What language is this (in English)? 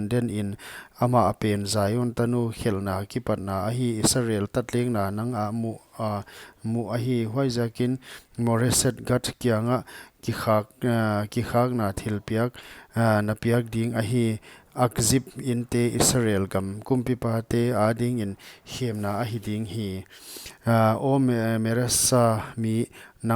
Paite Chin